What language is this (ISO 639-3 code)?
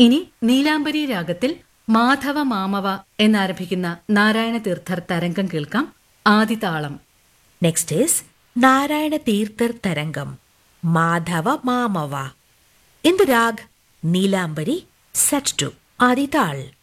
mal